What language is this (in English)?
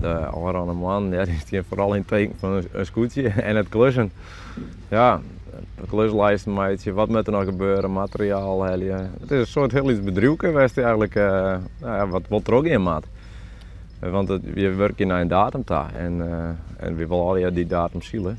Western Frisian